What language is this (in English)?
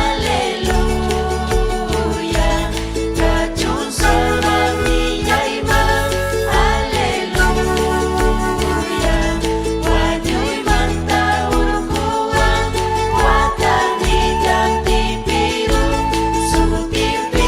Ayacucho Quechua